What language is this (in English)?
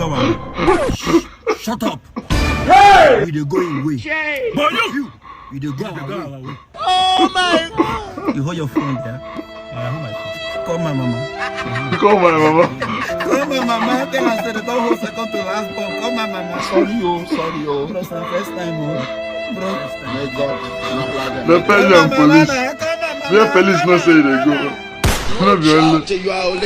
Nigerian Pidgin